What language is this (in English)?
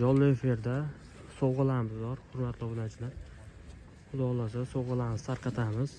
Uzbek